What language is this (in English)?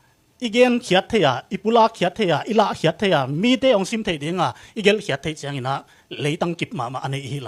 Tedim Chin